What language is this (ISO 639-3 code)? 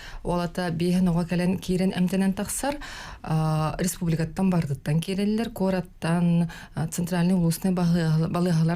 sah